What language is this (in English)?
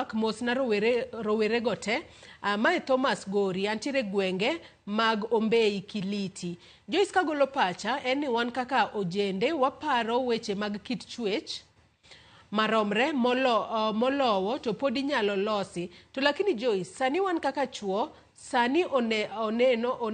Luo (Kenya and Tanzania)